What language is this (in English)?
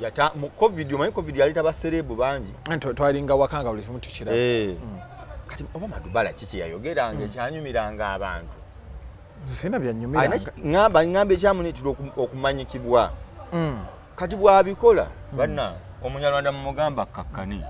Ganda